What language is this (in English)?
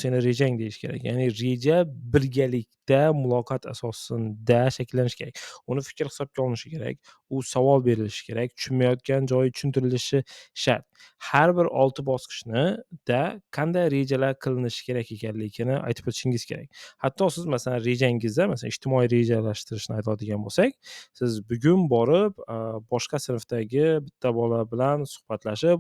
Uzbek